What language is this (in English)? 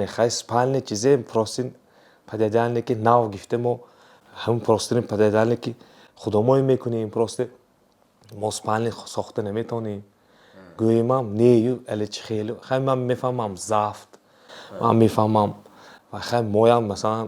Tajik